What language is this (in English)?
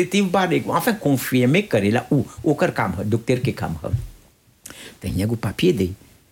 Bhojpuri